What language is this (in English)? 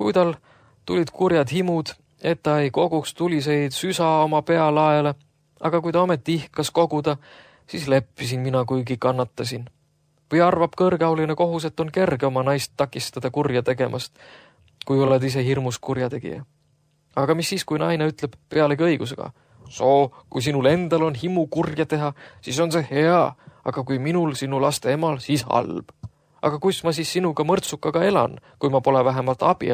Estonian